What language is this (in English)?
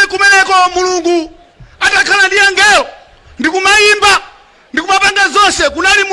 Nyanja